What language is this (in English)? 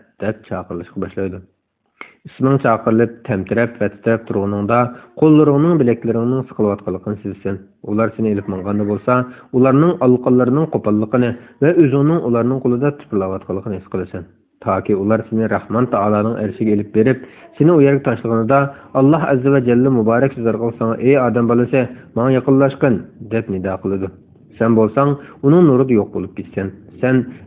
Uyghur